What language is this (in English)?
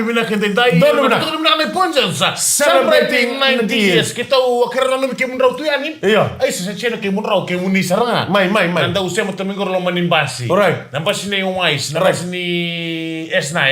Fijian